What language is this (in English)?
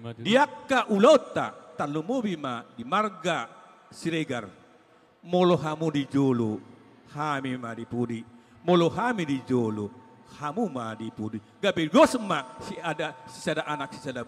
Batak Toba